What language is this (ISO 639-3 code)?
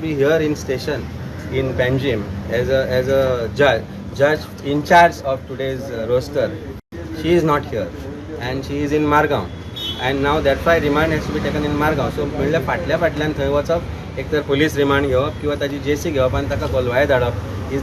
kok